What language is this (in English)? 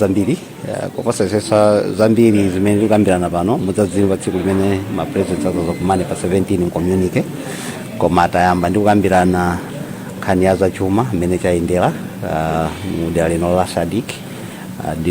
Nyanja